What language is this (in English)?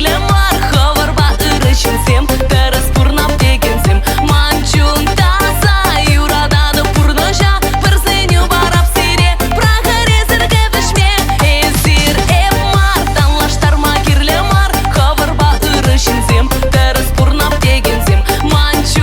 Chuvash